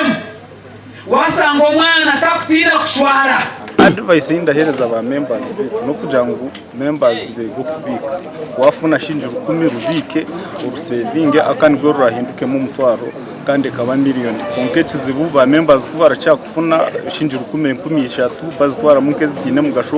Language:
Nyankole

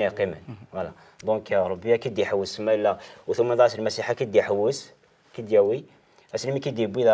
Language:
Kabyle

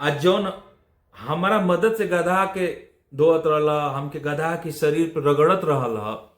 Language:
Bhojpuri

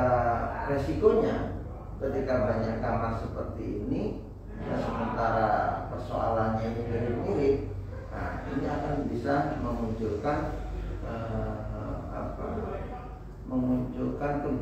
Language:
Indonesian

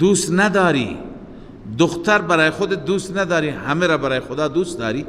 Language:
Persian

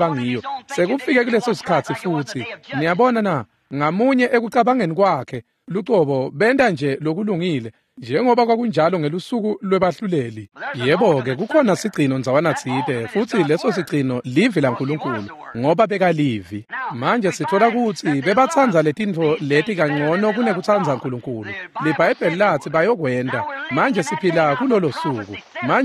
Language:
Swati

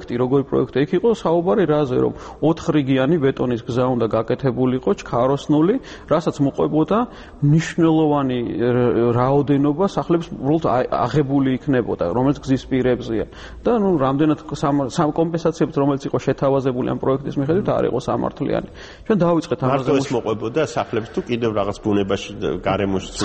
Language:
Georgian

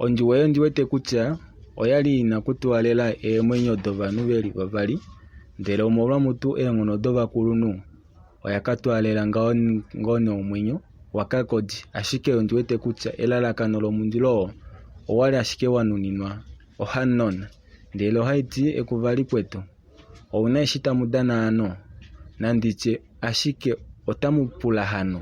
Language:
Kuanyama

